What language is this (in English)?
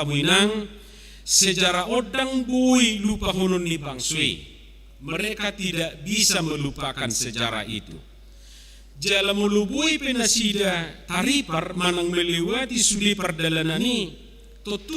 Batak Toba